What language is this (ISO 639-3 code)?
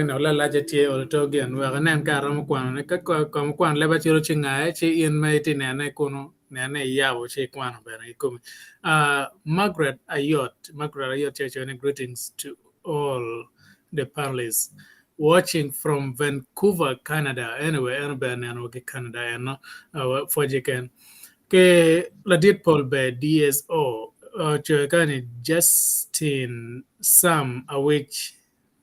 ach